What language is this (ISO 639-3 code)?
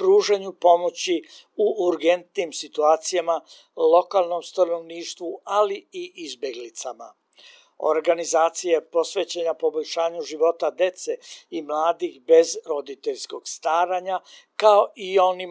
srp